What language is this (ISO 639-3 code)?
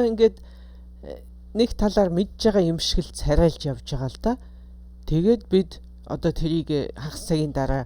mon